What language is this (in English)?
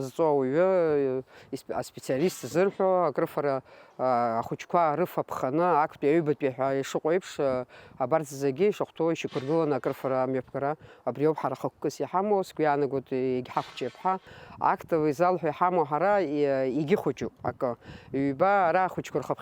Abkhazian